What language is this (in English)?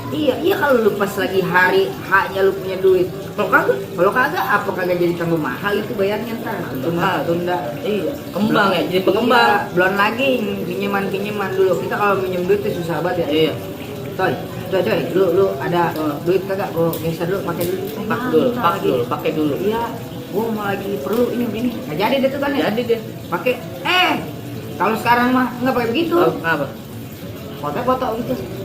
Betawi